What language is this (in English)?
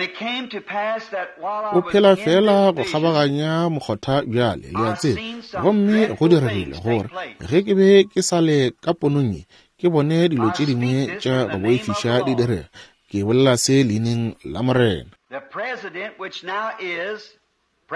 Northern Sotho